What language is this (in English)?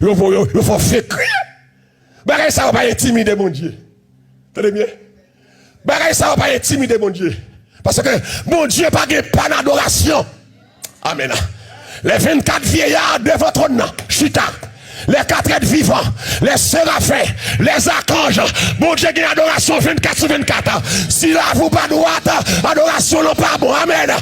Haitian Creole